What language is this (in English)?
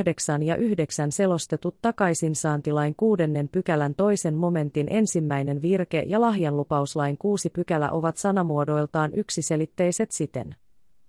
Finnish